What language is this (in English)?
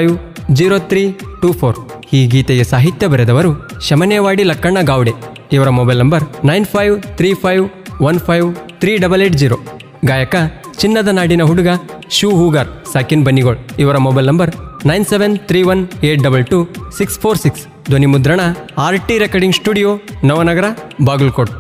Kannada